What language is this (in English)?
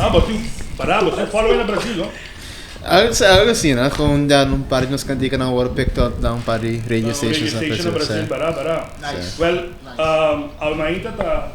Papiamento